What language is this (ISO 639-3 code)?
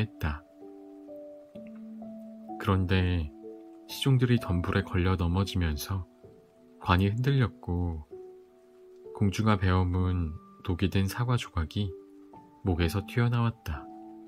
kor